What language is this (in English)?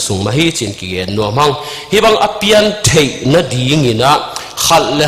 Tedim Chin